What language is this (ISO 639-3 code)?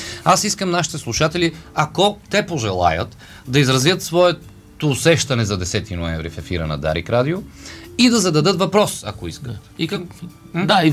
bul